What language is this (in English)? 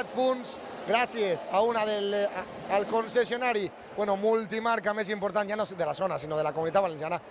Catalan